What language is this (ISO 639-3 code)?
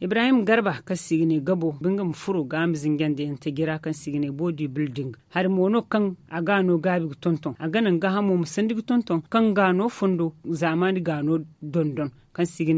dje